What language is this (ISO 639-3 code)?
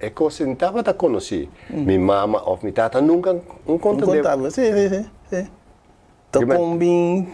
pap